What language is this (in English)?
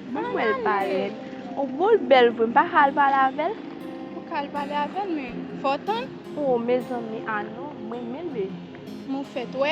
Haitian Creole